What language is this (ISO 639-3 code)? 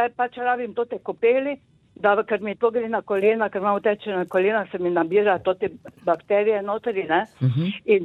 slv